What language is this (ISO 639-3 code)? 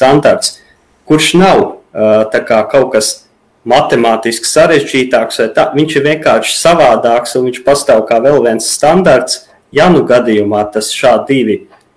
lav